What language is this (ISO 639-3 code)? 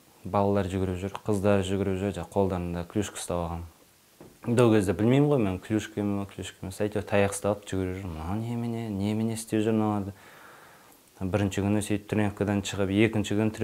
kaz